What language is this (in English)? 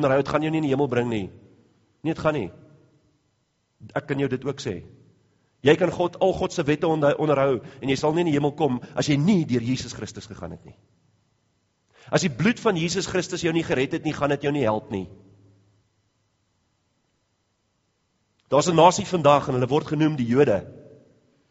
Afrikaans